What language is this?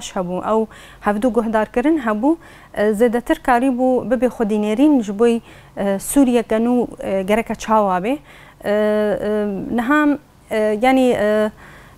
Kurdish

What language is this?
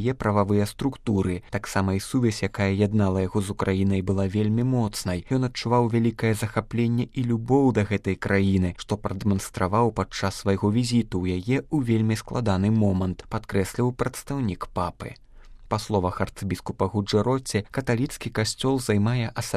Belarusian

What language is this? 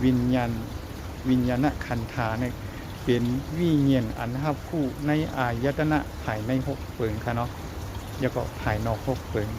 Shan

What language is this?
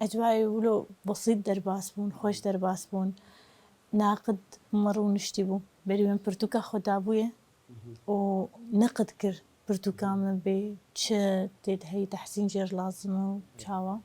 Kurdish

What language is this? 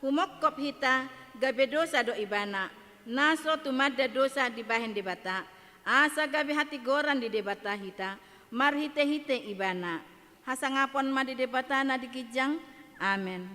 Batak Toba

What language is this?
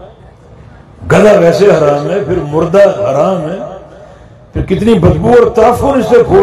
Urdu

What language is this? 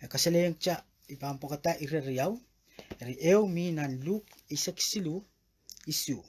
Pohnpeian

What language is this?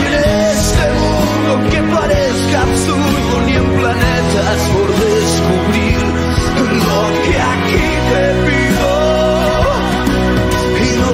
Spanish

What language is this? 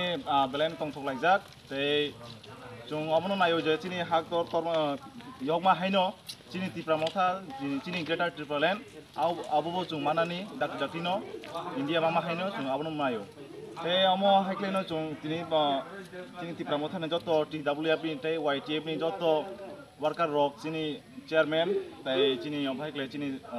Kok Borok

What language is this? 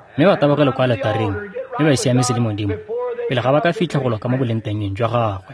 Tswana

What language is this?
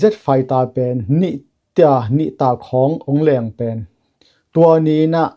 Tedim Chin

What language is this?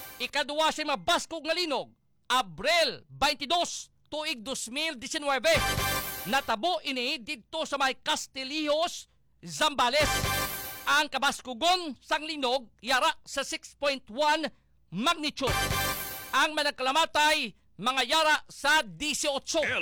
Hiligaynon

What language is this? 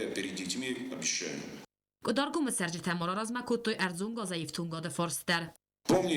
Ossetic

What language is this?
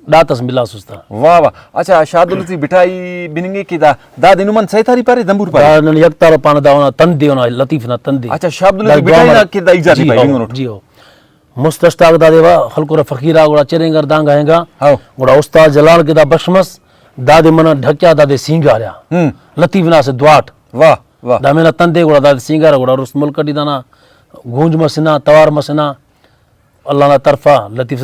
Brahui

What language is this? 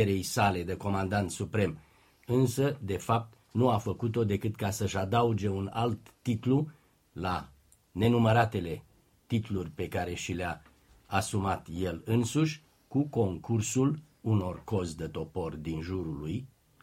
Romanian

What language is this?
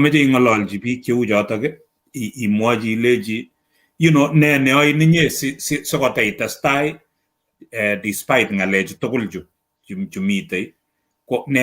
Kalenjin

